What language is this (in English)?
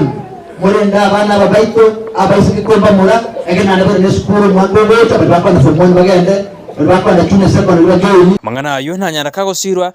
Gusii